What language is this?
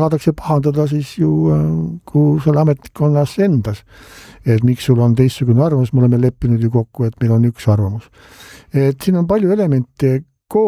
Estonian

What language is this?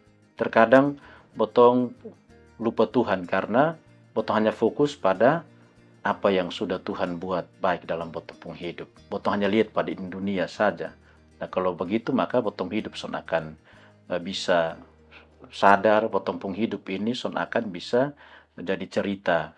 Kupang Malay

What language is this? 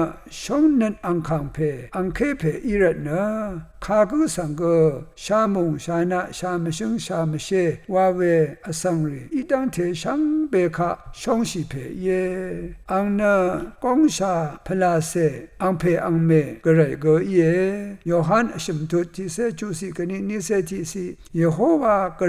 Rawang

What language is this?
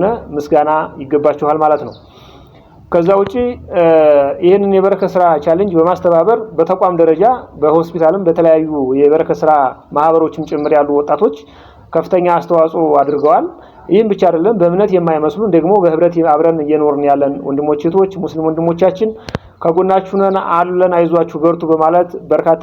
Amharic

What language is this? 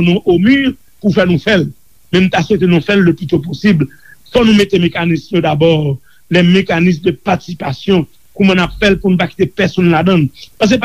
Haitian Creole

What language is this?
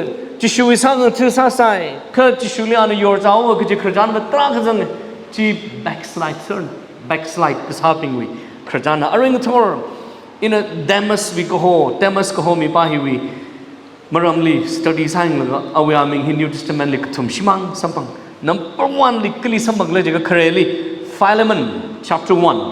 Tangkhul Naga (India)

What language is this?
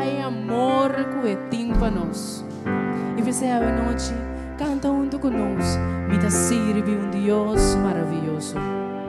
Papiamento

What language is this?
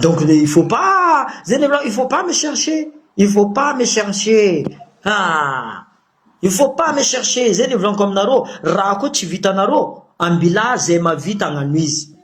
Malagasy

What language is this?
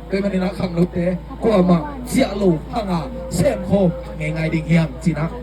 Tedim Chin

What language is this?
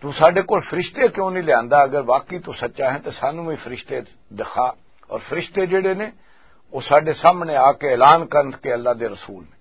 Western Panjabi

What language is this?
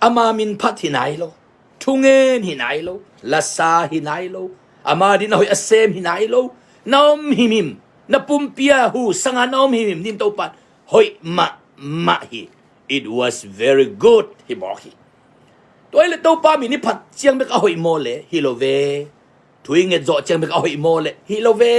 Tedim Chin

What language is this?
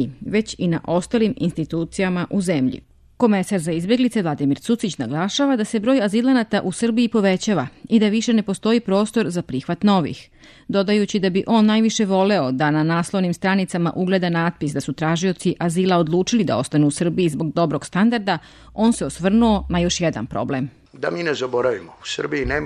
Serbian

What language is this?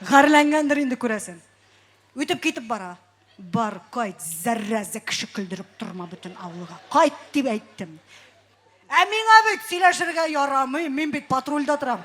Tatar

